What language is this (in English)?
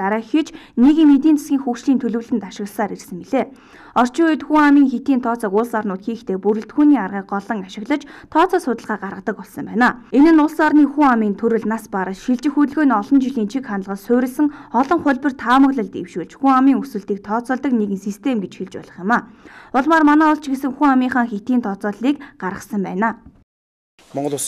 Mongolian